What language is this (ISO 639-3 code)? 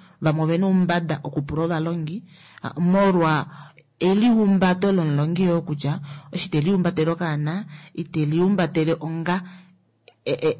kua